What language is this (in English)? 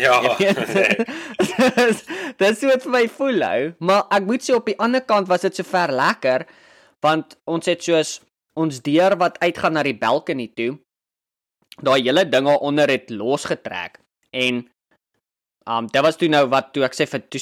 Afrikaans